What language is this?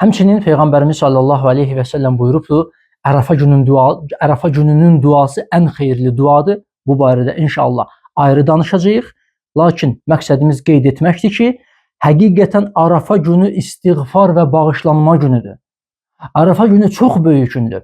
Azerbaijani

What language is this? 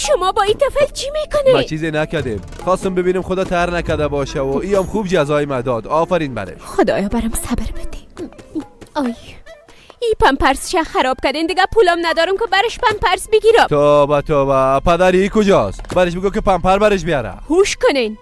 Persian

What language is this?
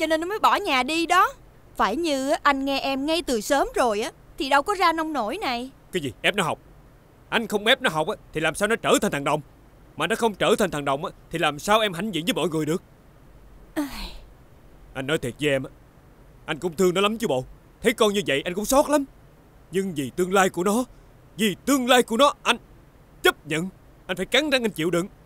Vietnamese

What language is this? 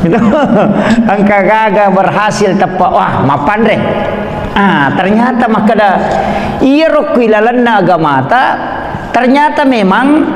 Buginese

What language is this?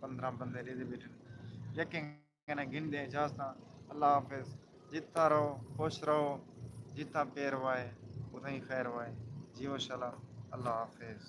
Saraiki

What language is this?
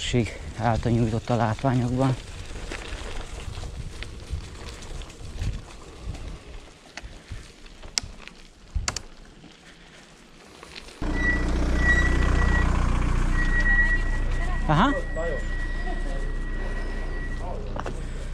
Hungarian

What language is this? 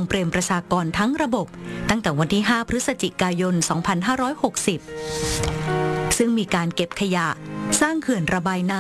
Thai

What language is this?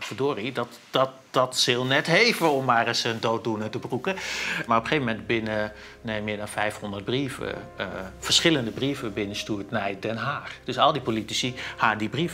Western Frisian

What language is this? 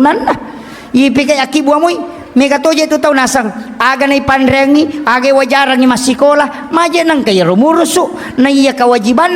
Buginese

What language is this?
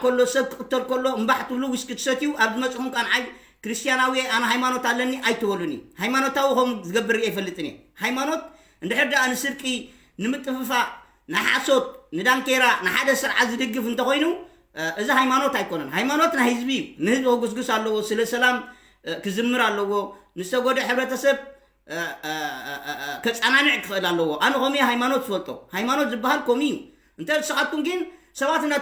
Tigrinya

